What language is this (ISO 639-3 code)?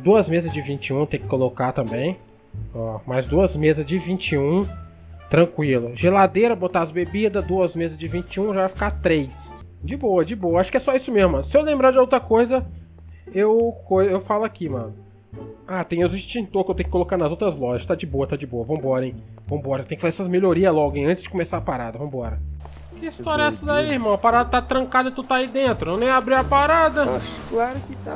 por